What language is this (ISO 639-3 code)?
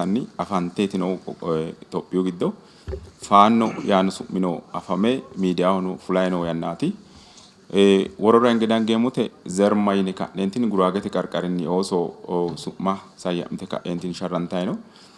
sid